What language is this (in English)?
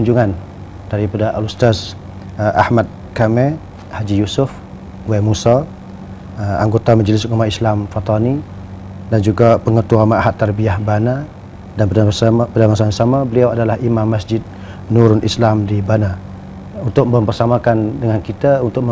Malay